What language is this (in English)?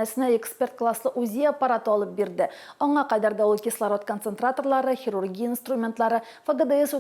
Tatar